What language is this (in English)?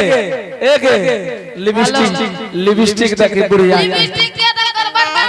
Angika